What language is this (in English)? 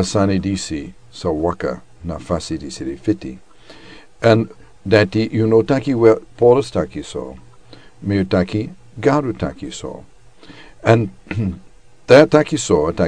Sranan Tongo